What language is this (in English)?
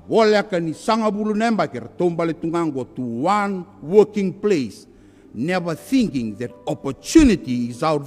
Fijian